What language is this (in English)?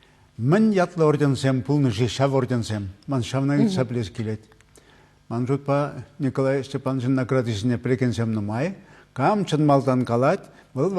Chuvash